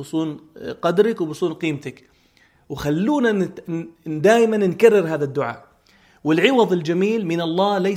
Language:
North Levantine Arabic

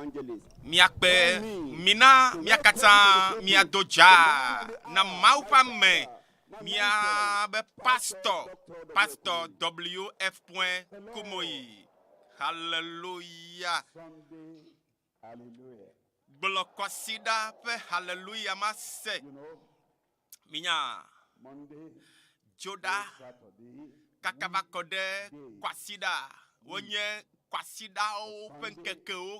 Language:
Ewe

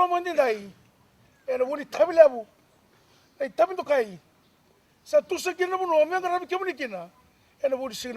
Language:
Fijian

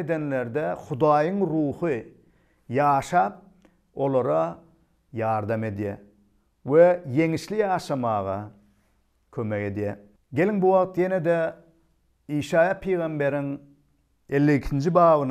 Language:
Turkmen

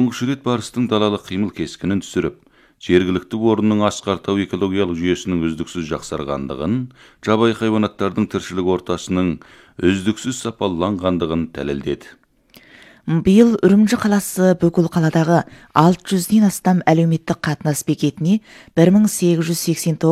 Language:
Kazakh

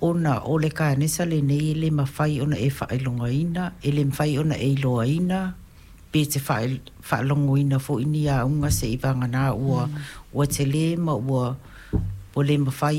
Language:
Samoan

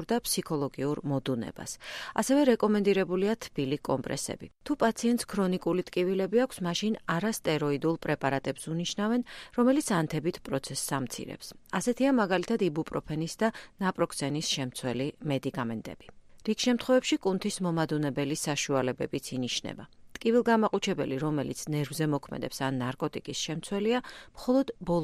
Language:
Georgian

